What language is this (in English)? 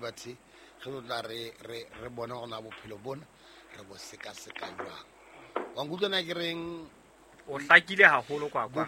Southern Sotho